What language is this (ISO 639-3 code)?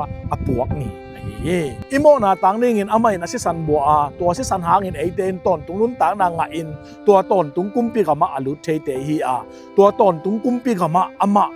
ctd